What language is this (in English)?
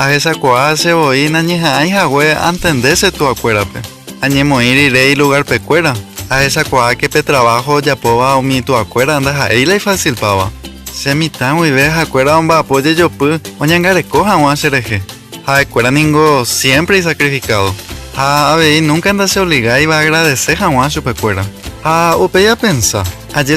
Guarani